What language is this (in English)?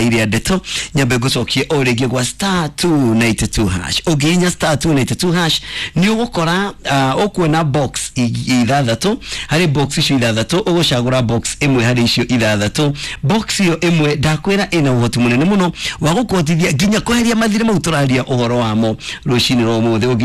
Kikuyu